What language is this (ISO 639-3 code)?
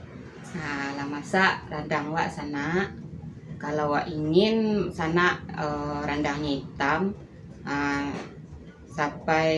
min